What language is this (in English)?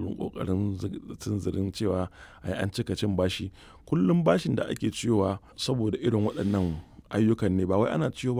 Hausa